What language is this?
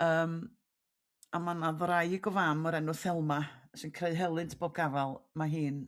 Welsh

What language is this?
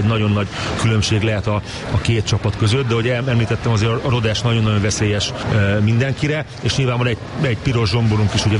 Hungarian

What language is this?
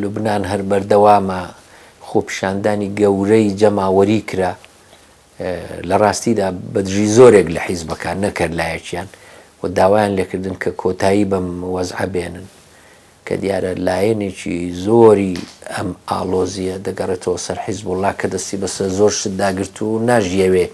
Central Kurdish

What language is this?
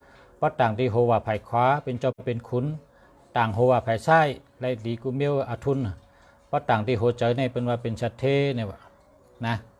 Shan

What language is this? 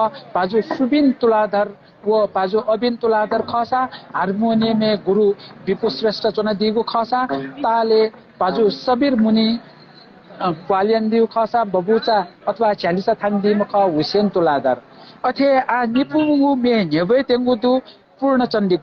Newari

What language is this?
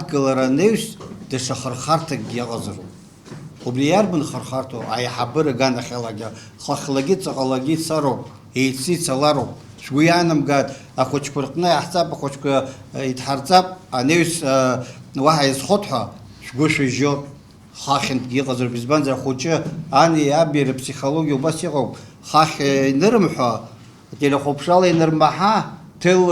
Abkhazian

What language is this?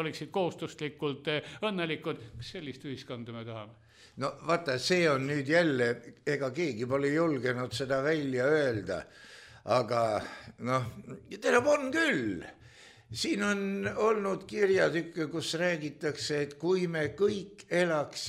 Estonian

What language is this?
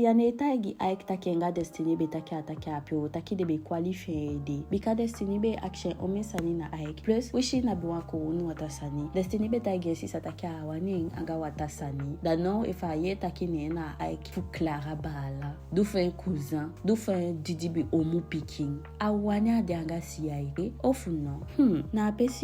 Eastern Maroon Creole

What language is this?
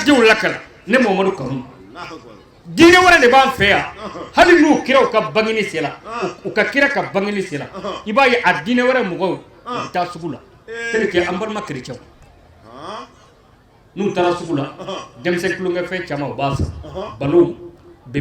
Bambara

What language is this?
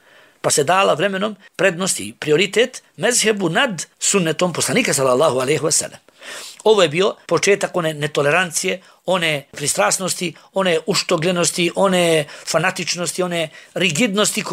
Bosnian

